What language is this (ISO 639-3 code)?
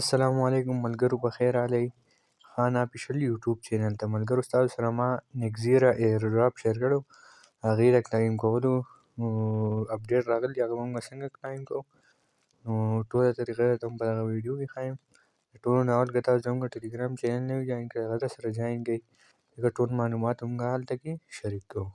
pus